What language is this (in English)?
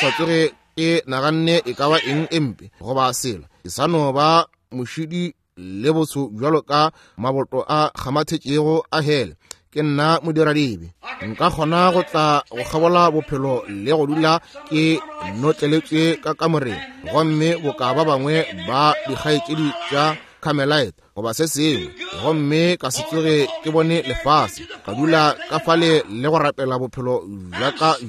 Northern Sotho